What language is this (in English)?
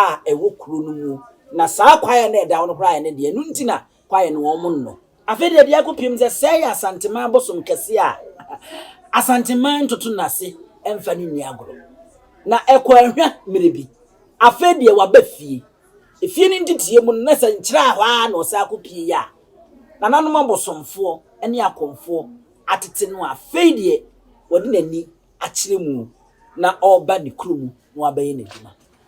Akan